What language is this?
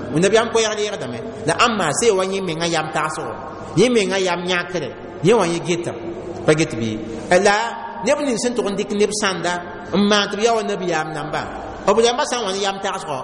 Mossi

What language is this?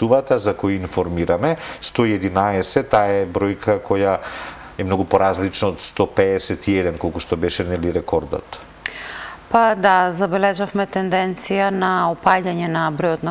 Macedonian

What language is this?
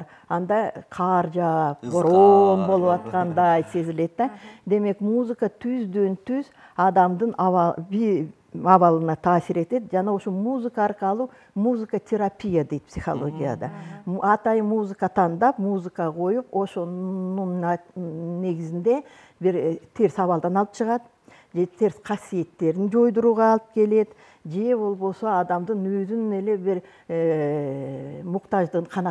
Kyrgyz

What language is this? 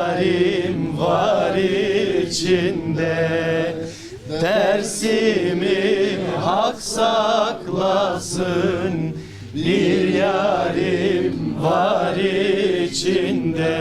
Zaza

